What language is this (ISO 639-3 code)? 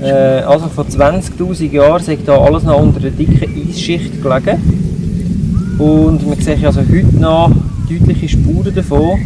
gsw